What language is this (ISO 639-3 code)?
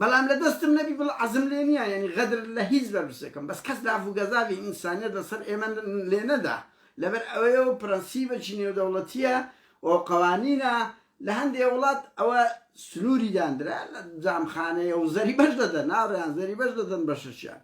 ckb